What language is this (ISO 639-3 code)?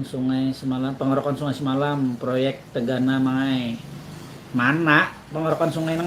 bjn